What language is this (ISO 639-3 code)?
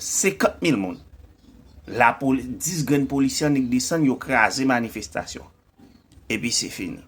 hat